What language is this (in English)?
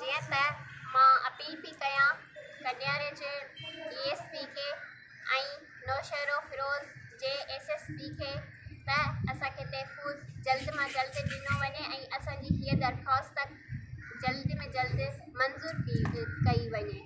Sindhi